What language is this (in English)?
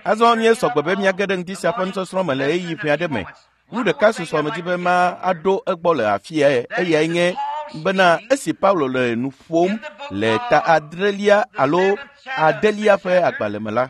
Ewe